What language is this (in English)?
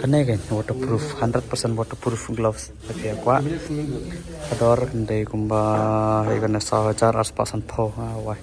Khasi